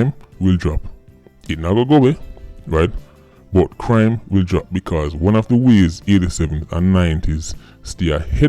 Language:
Jamaican Creole English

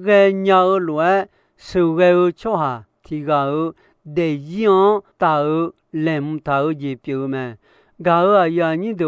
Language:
Akha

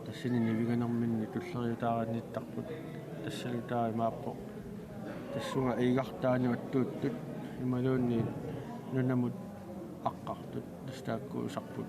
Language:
Kalaallisut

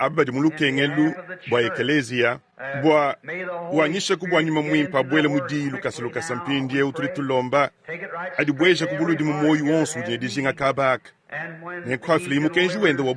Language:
Luba-Lulua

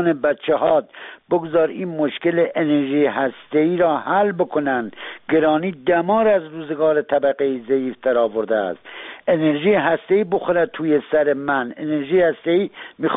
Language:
Persian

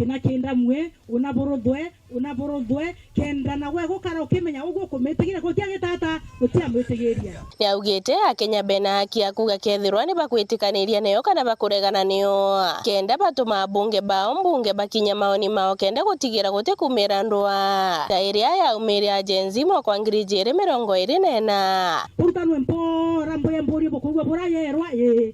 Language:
Meru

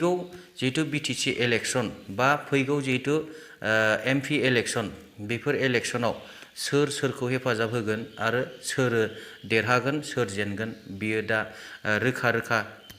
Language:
Bodo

